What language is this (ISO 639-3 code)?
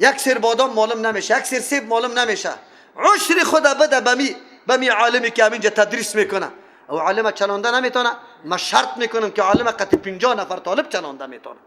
fas